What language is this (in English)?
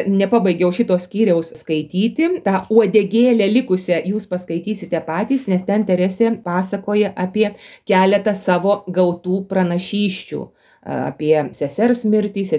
Lithuanian